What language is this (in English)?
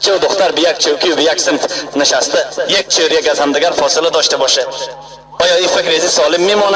Persian